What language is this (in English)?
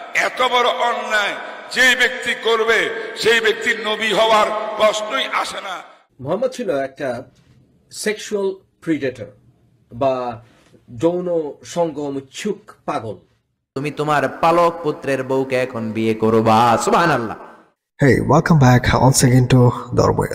Bangla